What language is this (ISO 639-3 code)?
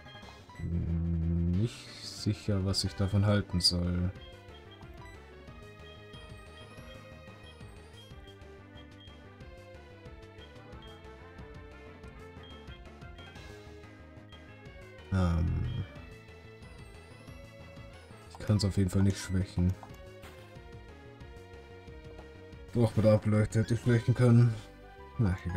deu